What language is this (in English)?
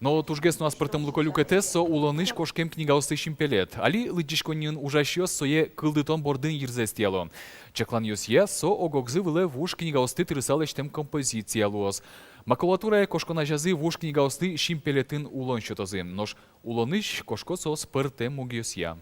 Udmurt